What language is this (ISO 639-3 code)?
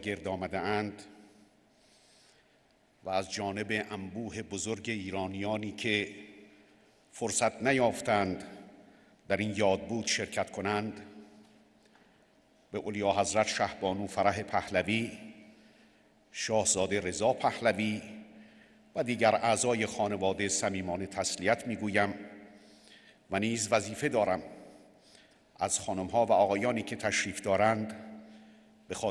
fas